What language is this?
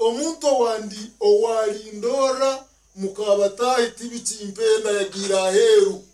Nyankole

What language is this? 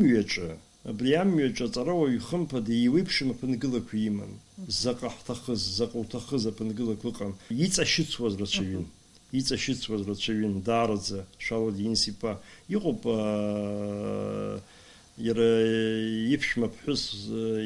Abkhazian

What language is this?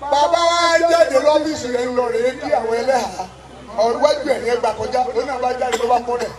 Yoruba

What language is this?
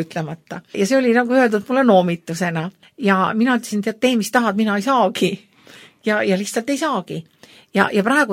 Estonian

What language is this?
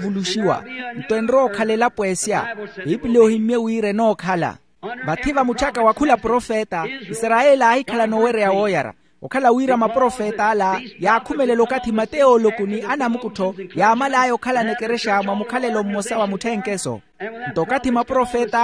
Makhuwa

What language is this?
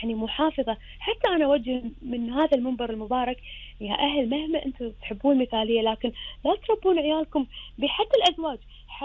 Gulf Arabic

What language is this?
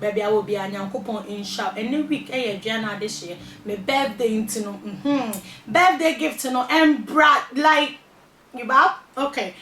Akan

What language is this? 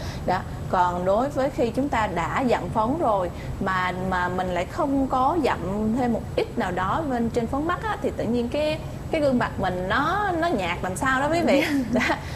Vietnamese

